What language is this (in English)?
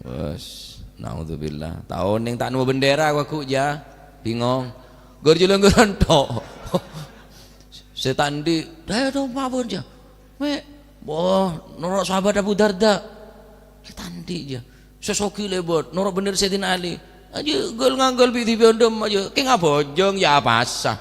Madurese